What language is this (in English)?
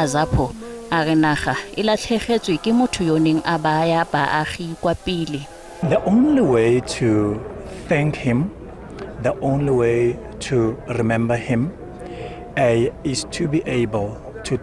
Tswana